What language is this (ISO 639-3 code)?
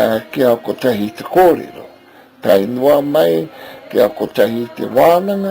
mri